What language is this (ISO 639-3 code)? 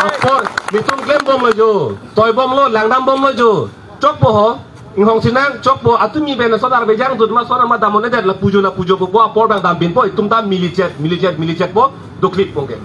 mjw